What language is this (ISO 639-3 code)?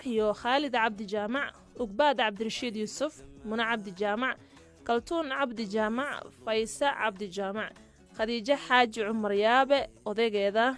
som